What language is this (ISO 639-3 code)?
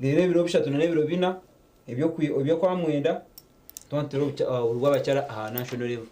nyn